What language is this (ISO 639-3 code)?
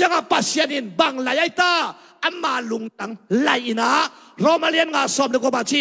ctd